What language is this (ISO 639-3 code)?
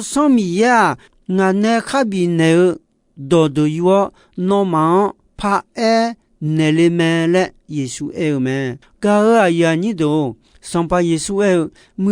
ahk